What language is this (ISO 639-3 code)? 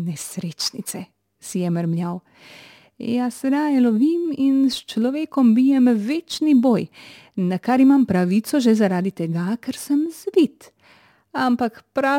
slv